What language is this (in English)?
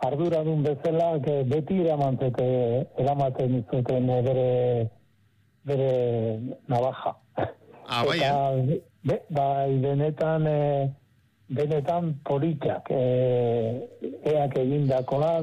Basque